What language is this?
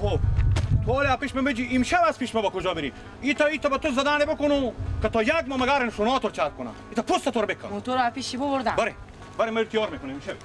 Persian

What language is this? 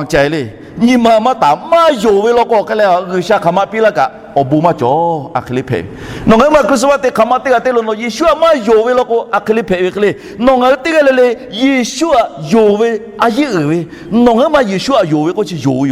Lahu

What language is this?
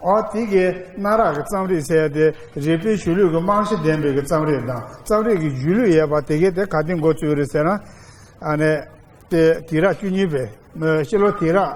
Tibetan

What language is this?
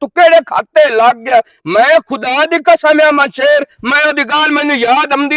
Western Panjabi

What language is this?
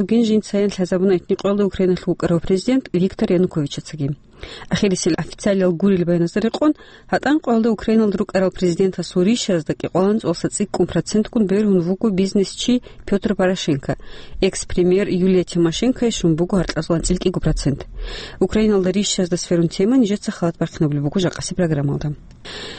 Avaric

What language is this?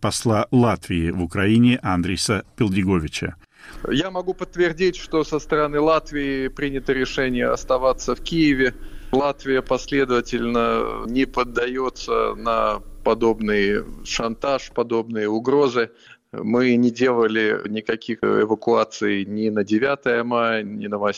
Russian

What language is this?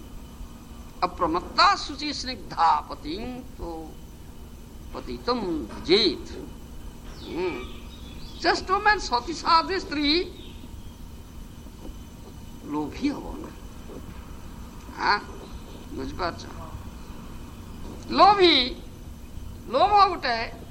Odia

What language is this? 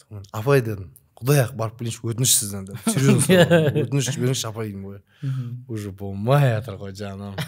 Kazakh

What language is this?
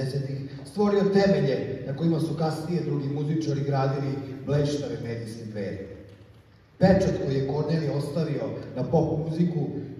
Serbian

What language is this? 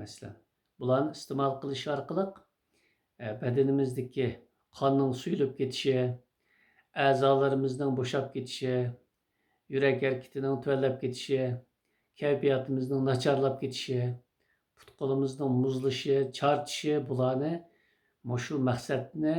Uyghur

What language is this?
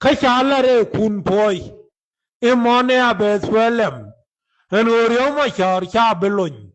Nuer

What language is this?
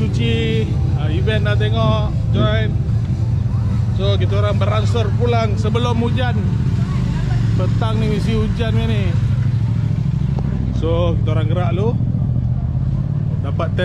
Malay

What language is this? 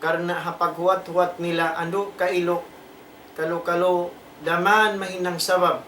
Tausug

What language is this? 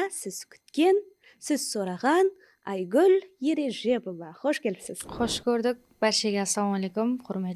Kara-Kalpak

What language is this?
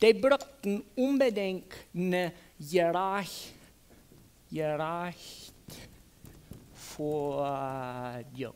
Plautdietsch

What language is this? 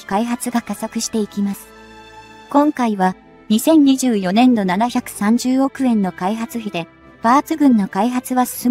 Japanese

